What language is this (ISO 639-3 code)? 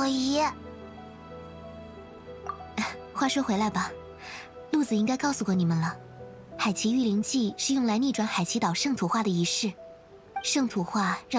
zho